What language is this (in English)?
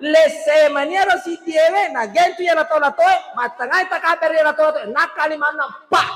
Buginese